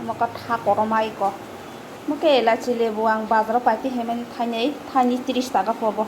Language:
Kok Borok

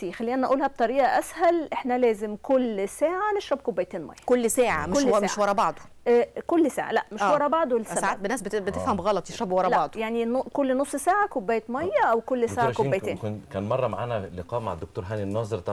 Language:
Egyptian Arabic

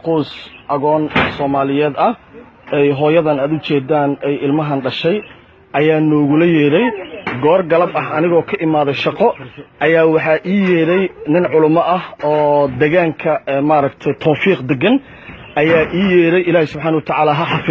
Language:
Somali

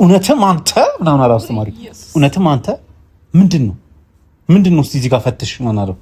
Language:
Amharic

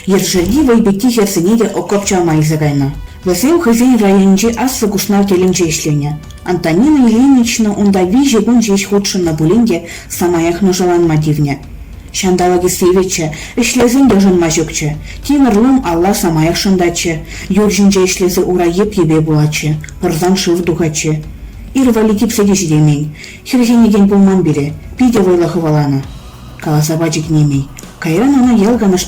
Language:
Chuvash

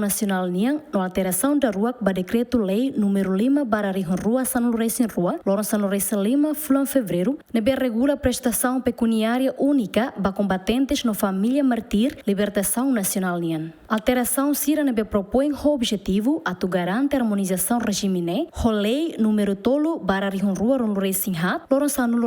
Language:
Tetum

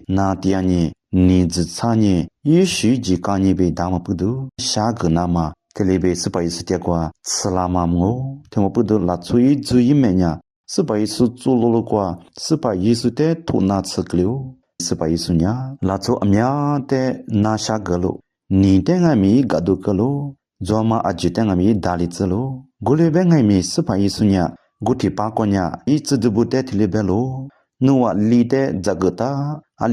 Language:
Lisu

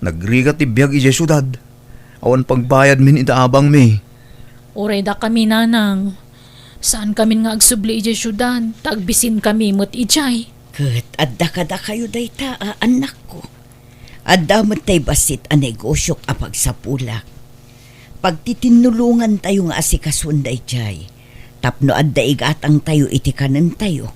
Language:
Iloko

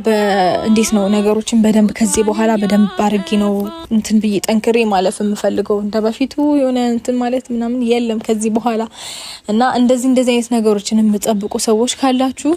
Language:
Amharic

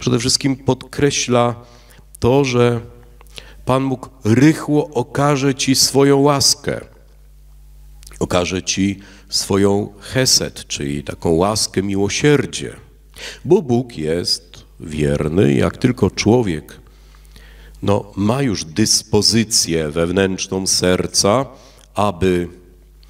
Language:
Polish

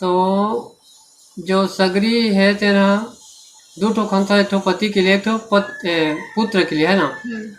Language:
Chhattisgarhi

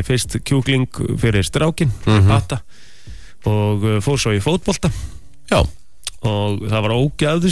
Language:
Icelandic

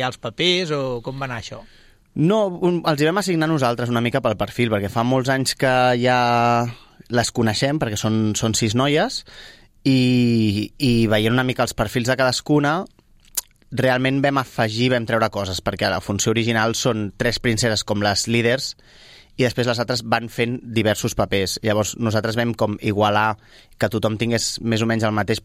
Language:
Catalan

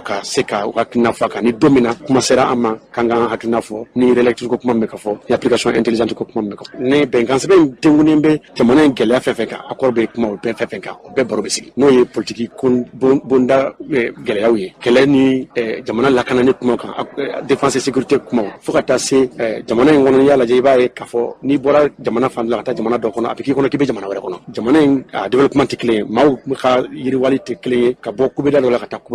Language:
Bambara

